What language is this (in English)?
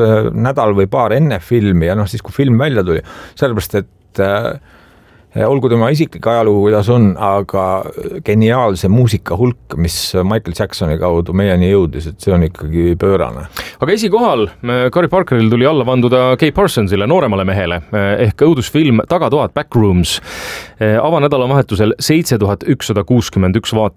Estonian